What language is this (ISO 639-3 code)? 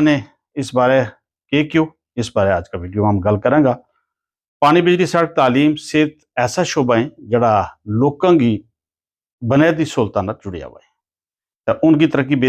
gju